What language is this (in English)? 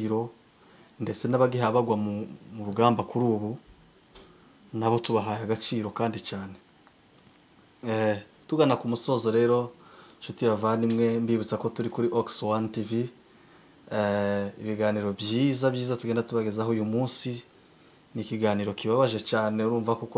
Kinyarwanda